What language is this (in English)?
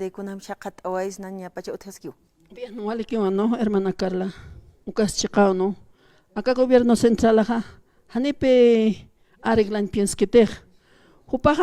Aymara